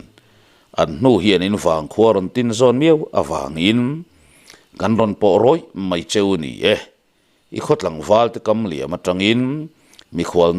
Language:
Mizo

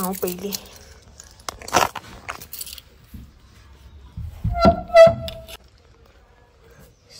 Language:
Konkani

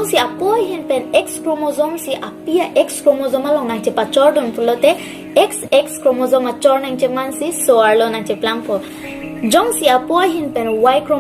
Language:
Karbi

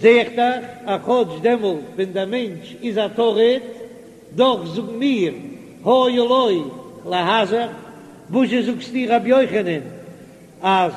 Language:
Yiddish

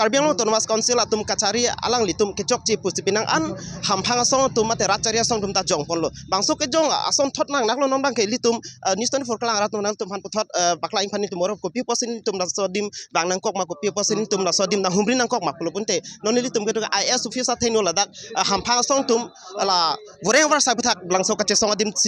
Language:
Karbi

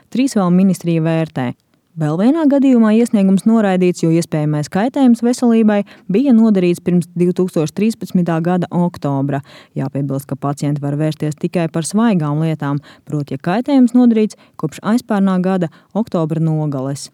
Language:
Latvian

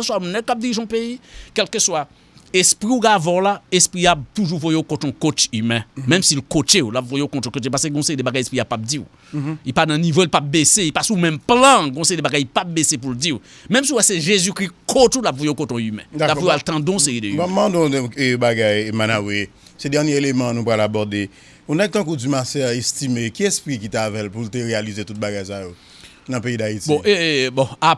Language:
Haitian Creole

